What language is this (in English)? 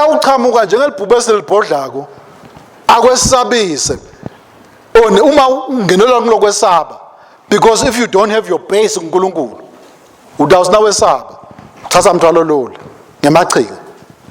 Swati